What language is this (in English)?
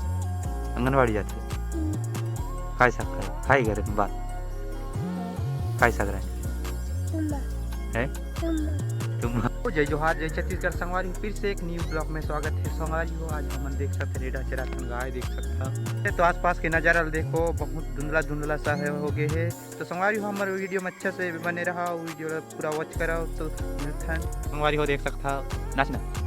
Chhattisgarhi